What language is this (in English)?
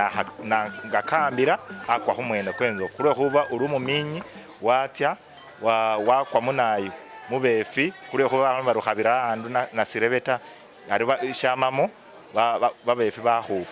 Masaaba